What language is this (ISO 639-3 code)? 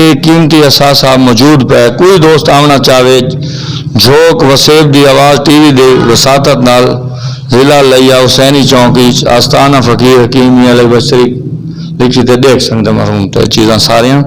skr